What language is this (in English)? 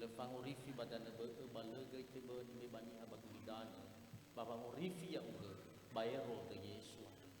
Nias